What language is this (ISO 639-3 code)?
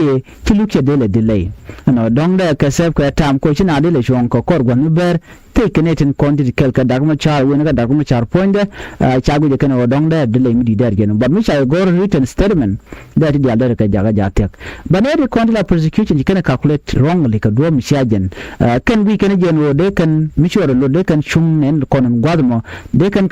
nus